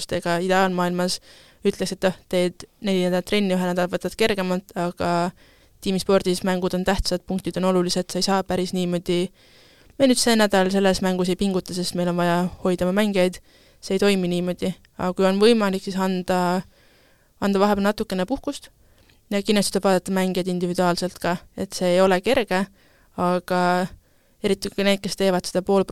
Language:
Estonian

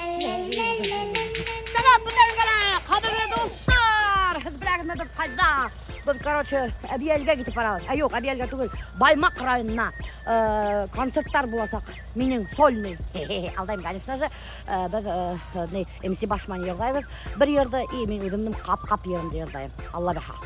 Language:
Bashkir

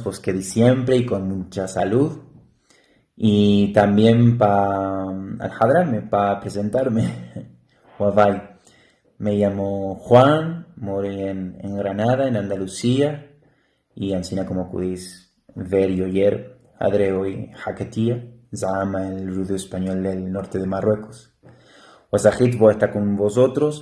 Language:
Ladino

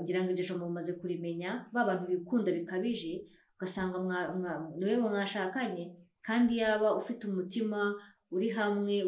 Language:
Kinyarwanda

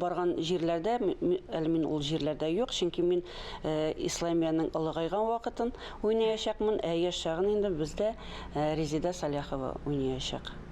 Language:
Tatar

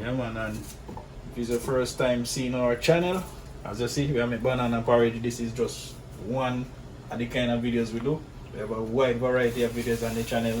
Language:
Jamaican Creole English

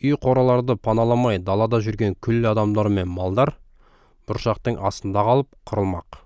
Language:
Kazakh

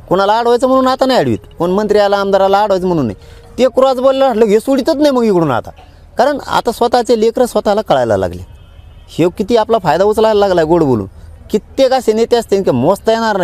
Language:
Marathi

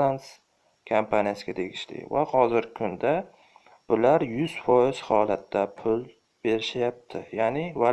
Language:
Uzbek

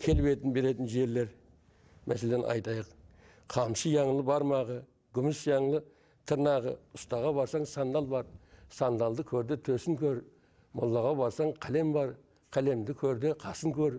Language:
Kara-Kalpak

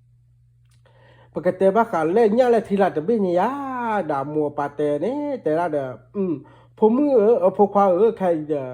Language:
S'gaw Karen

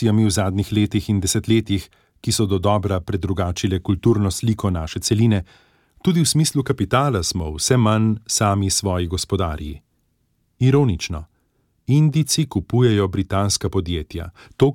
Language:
Slovenian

